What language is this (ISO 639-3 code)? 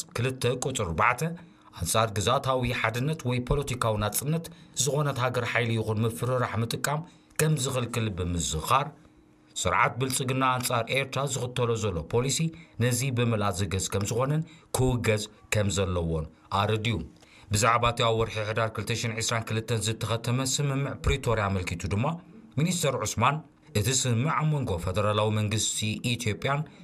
tir